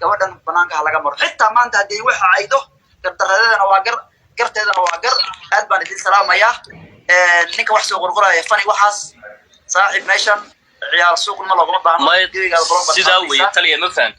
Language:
Somali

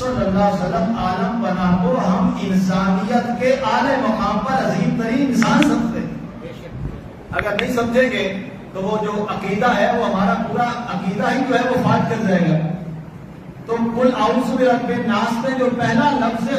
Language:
Urdu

